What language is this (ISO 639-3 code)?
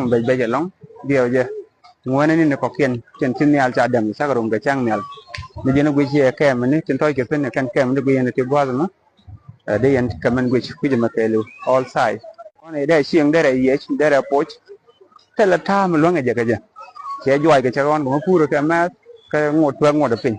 nus